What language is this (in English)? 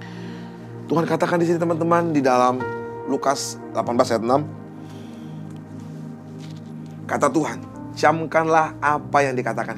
Indonesian